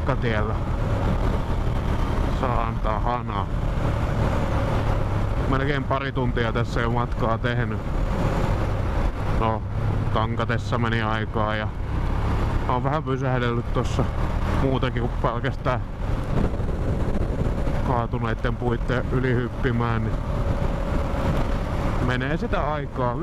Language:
Finnish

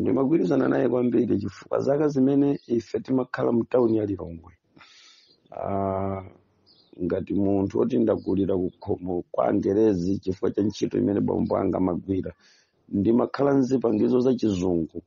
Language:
Nyanja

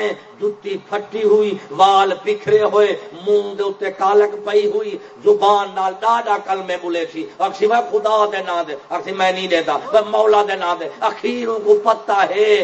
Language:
Saraiki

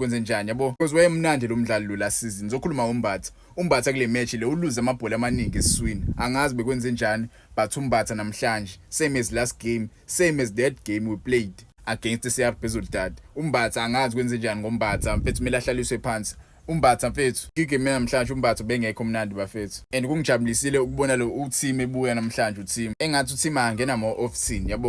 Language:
Zulu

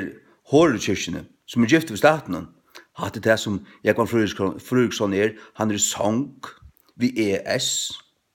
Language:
Faroese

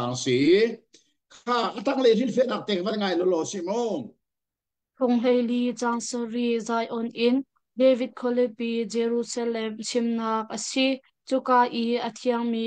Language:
Hakha Chin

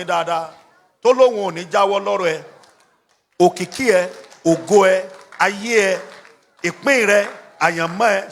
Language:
Yoruba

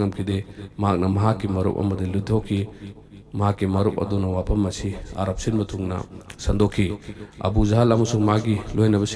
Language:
Manipuri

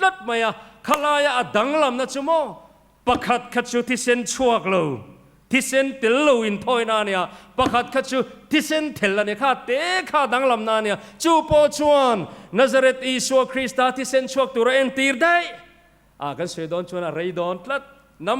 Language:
Mizo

